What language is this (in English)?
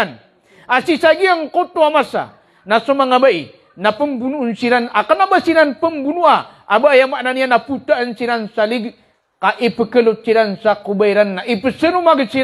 Maranao